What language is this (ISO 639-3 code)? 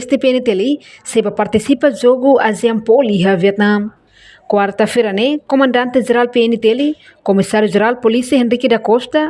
tet